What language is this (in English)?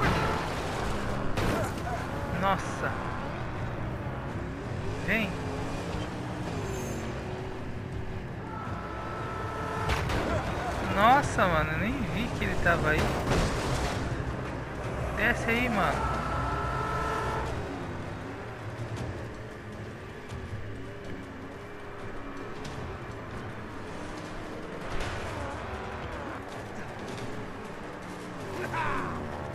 Portuguese